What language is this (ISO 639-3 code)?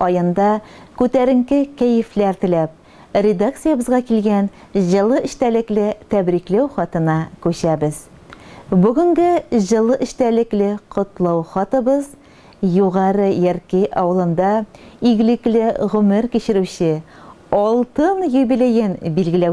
tat